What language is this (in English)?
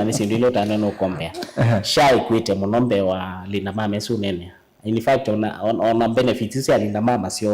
Kamba